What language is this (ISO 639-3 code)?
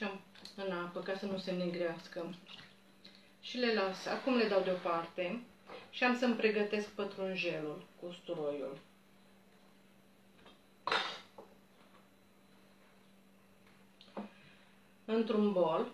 ron